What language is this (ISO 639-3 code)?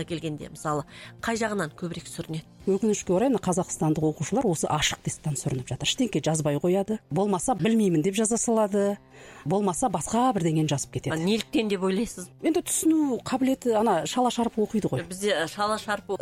kaz